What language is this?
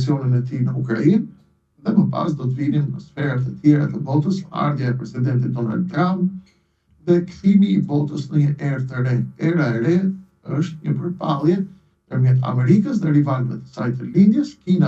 Albanian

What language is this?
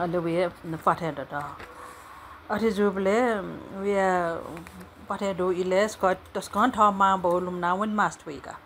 Newari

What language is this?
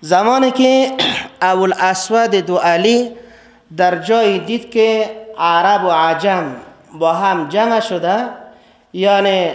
Persian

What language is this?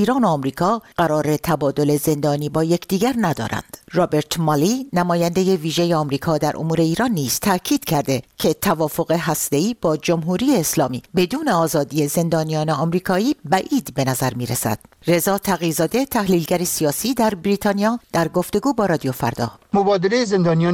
Persian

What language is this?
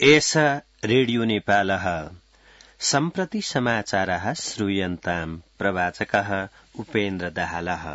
Sanskrit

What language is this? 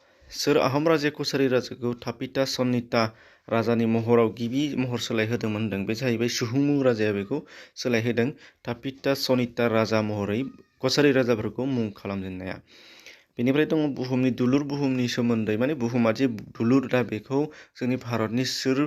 Bodo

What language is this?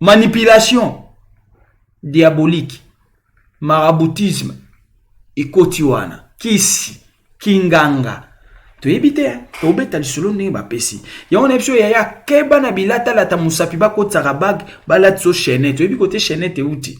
Lingala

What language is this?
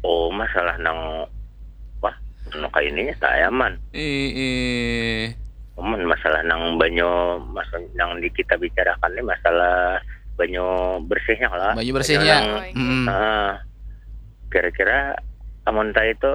Banjar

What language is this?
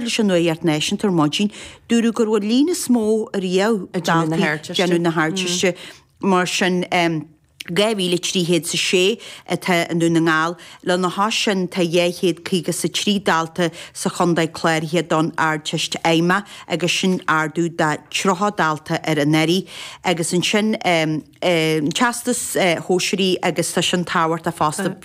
Irish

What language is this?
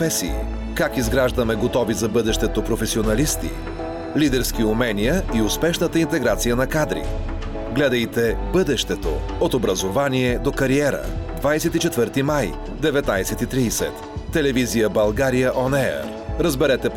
Bulgarian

